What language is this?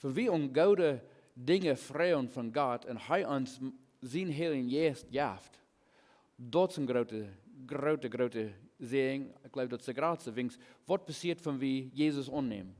Plautdietsch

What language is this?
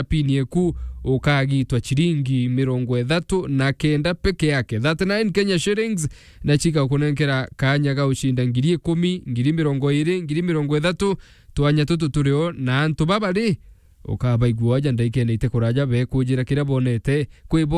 Meru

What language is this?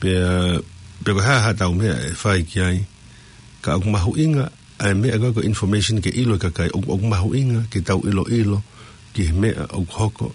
Tongan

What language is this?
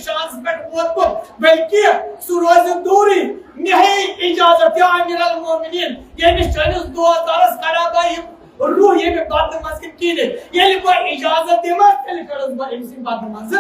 Kashmiri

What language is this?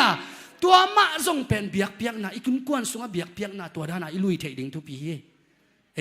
Tedim Chin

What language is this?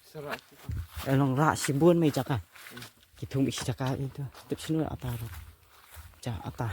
Khasi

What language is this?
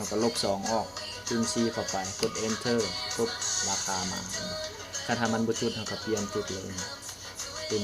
Lao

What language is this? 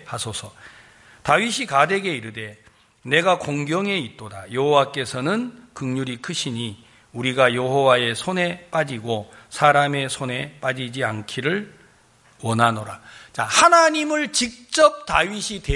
Korean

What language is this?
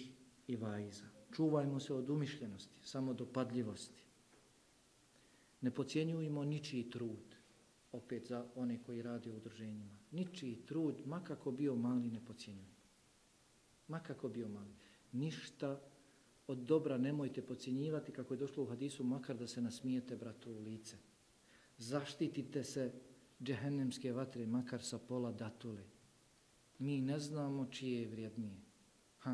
Bosnian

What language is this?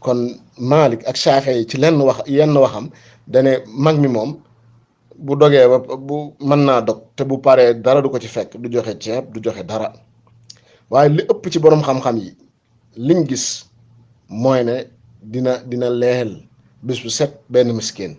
Wolof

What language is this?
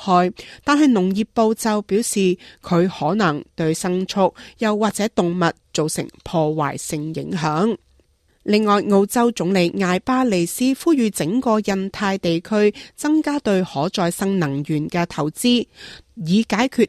Cantonese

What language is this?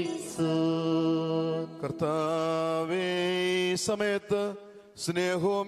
Malayalam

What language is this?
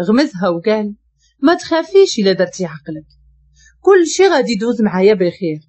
Moroccan Arabic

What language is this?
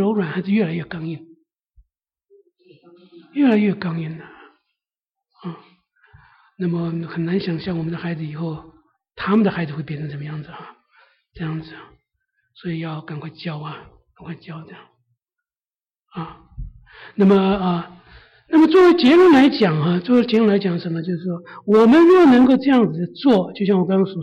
Chinese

